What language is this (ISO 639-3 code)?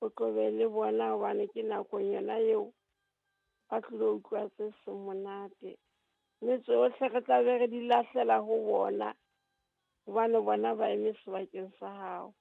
sot